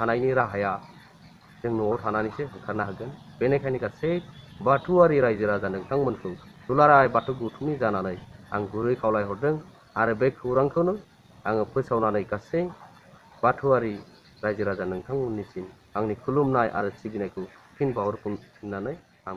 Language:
Bodo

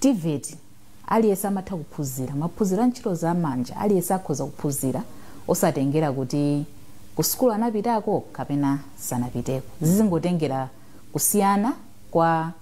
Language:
Nyanja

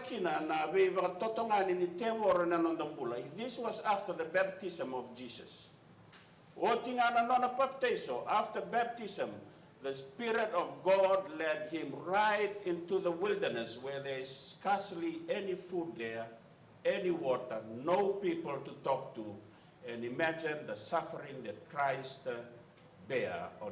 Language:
Fijian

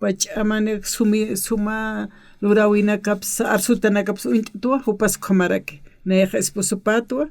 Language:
Aymara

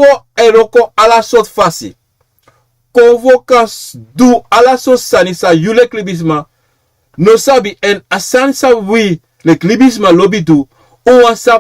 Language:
Sranan Tongo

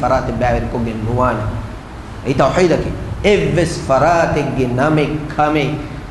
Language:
Divehi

